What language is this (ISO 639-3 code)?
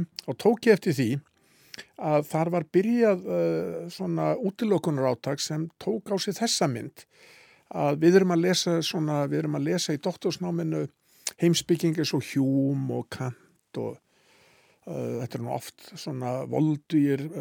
isl